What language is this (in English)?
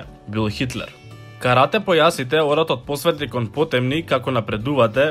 Macedonian